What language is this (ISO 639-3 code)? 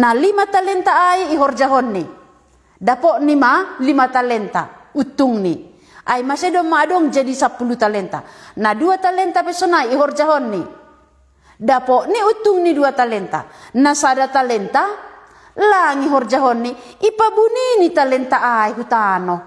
bts